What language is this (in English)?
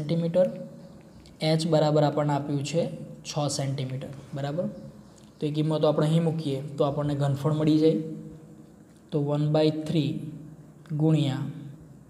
Gujarati